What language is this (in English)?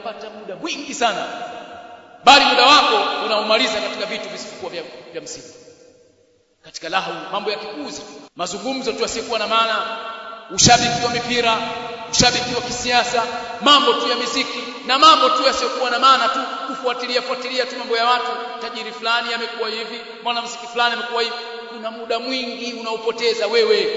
Swahili